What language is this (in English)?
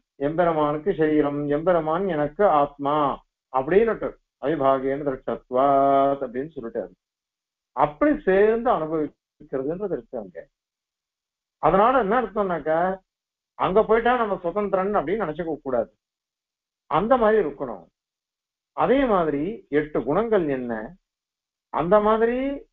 Tamil